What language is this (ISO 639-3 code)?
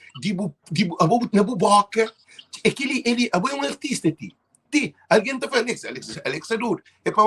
kea